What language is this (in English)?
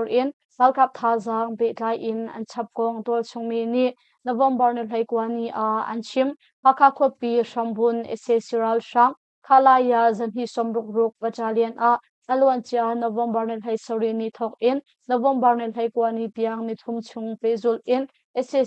Hakha Chin